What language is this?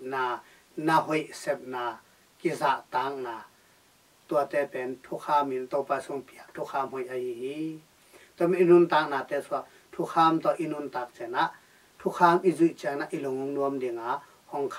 Tedim Chin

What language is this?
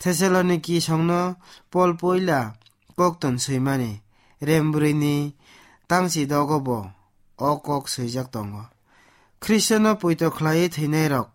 Kok Borok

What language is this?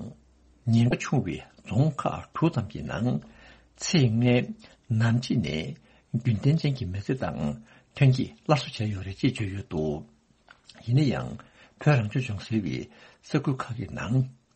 Tibetan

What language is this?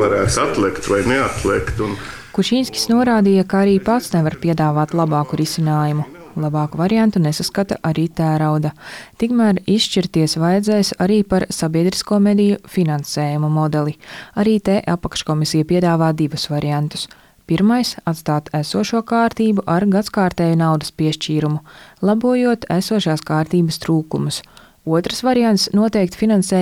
Latvian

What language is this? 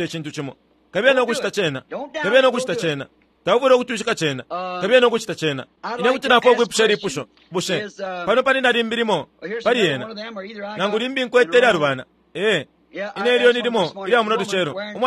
Bemba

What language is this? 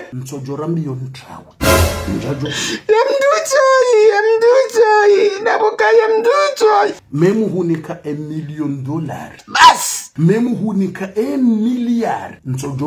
Ngazidja Comorian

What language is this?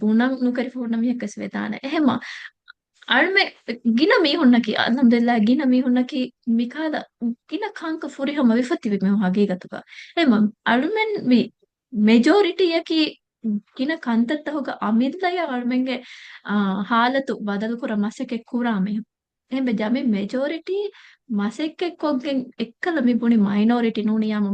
Divehi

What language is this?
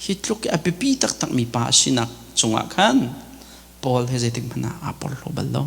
Hakha Chin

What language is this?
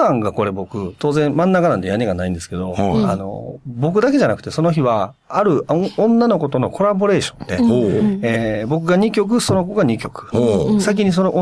Japanese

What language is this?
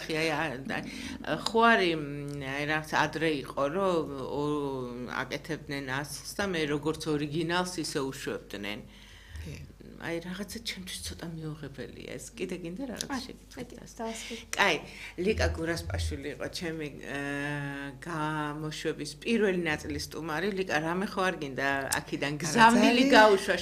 Georgian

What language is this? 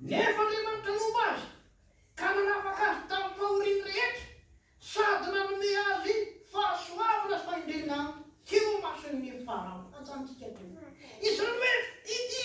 Malagasy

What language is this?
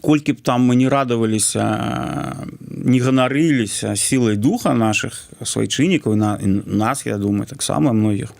Belarusian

